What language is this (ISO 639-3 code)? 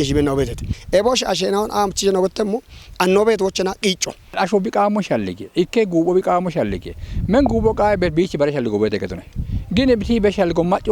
kbr